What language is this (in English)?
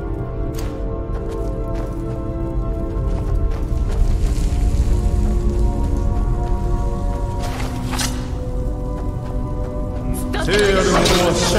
Japanese